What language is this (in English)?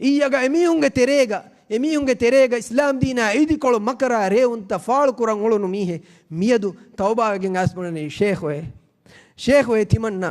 Divehi